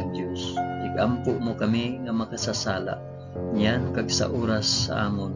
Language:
Hiligaynon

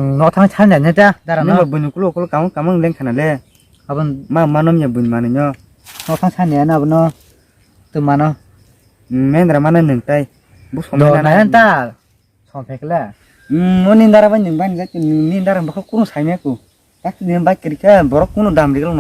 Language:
Kok Borok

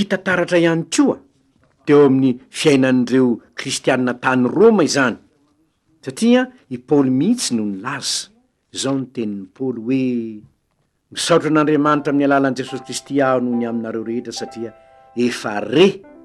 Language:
Malagasy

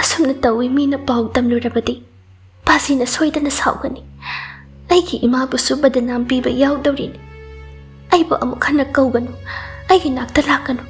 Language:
Manipuri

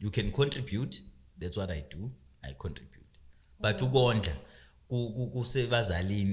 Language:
Zulu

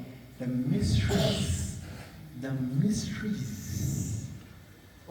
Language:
Zulu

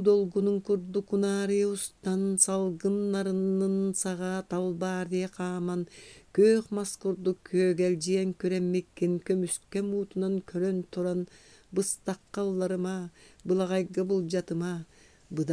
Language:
Yakut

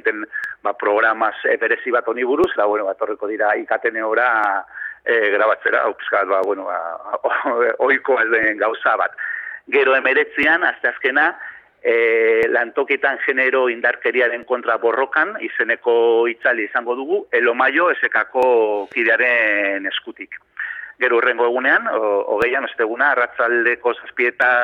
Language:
Basque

